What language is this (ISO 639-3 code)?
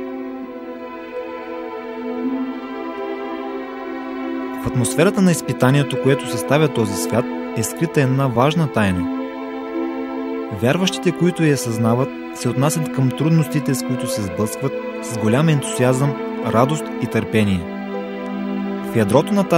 bul